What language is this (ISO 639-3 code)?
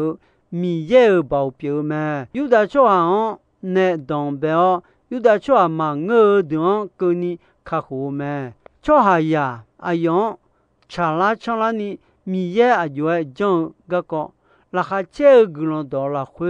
ahk